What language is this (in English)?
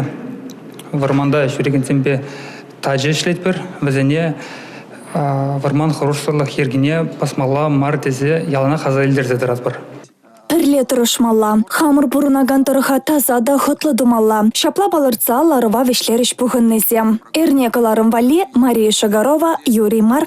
Chuvash